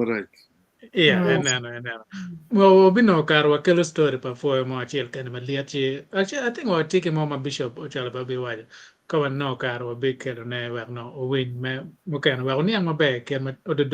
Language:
Acoli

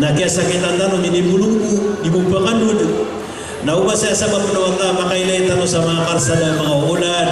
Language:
Maranao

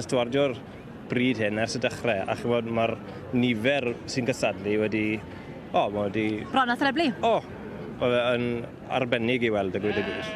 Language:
Welsh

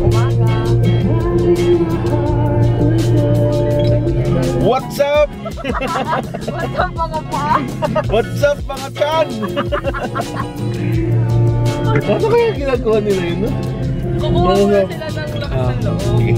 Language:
Filipino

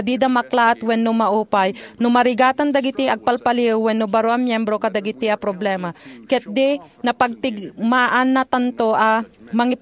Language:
Iloko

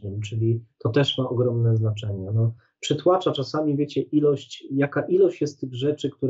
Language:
Polish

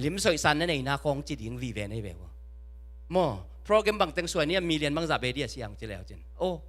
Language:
Tedim Chin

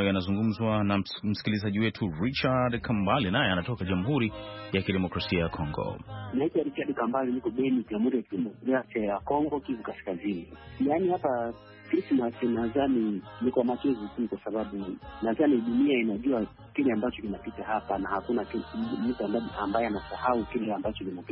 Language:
Swahili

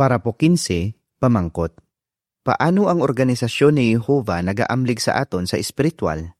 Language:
Hiligaynon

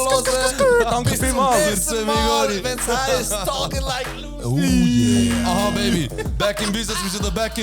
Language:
Swiss German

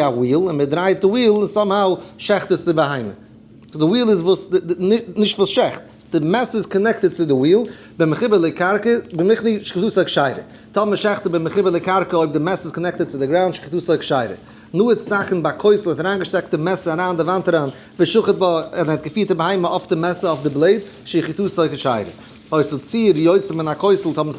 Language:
Yiddish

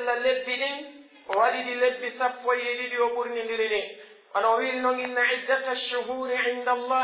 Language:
Pular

